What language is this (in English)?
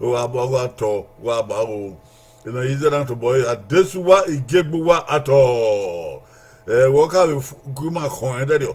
Bini